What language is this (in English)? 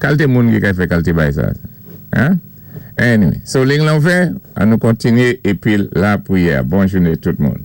Saint Lucian Creole French